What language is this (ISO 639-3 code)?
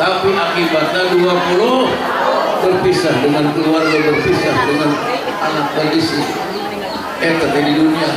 sun